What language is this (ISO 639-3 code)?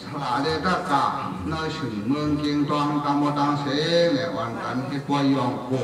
shn